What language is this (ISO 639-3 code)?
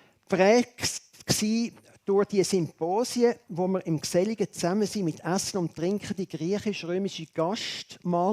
gsw